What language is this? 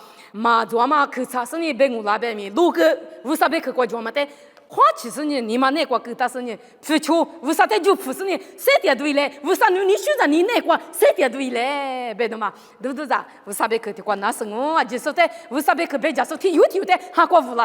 Lisu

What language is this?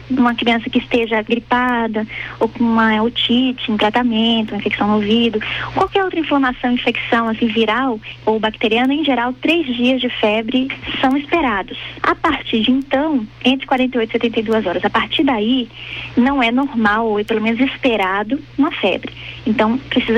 Portuguese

